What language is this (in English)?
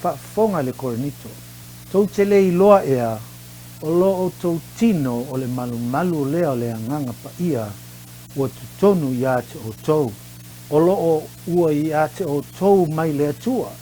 Samoan